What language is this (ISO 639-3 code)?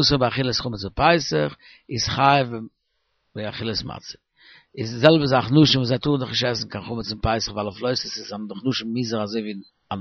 yid